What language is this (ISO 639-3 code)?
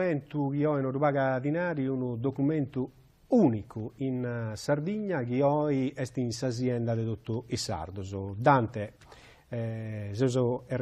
srd